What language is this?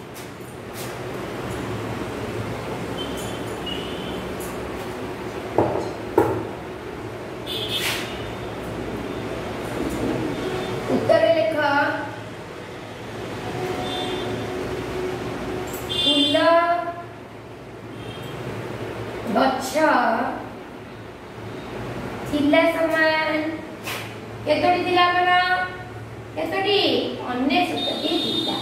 Odia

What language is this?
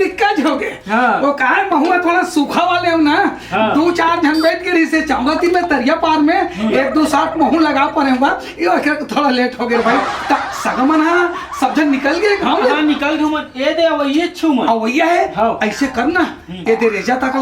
Chhattisgarhi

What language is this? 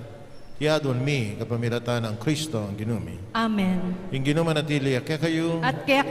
Pampanga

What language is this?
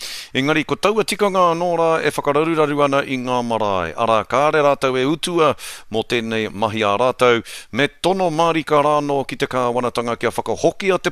Māori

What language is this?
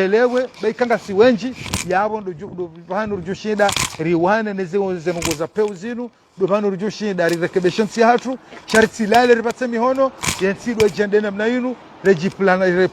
Ngazidja Comorian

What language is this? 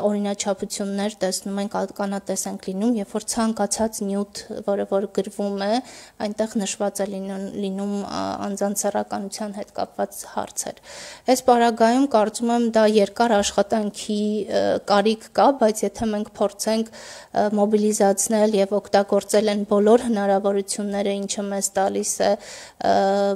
Armenian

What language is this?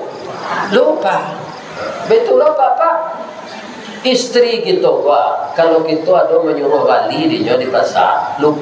Minangkabau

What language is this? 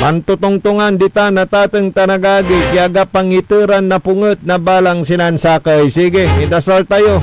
Pangasinan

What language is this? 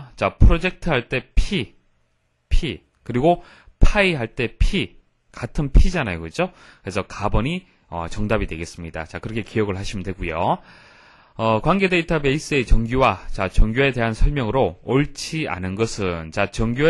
Korean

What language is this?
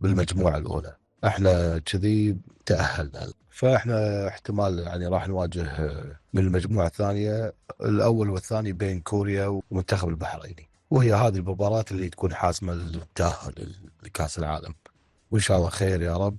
Gulf Arabic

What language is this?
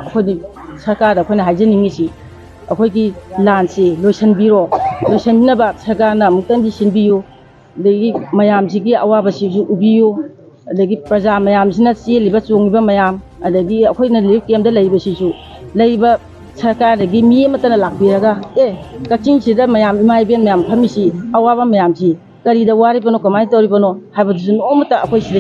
Manipuri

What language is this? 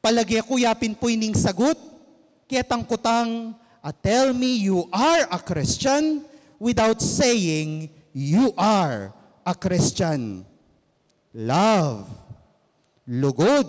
Pampanga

